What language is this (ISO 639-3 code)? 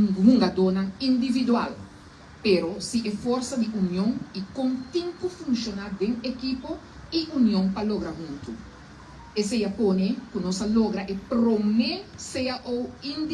pap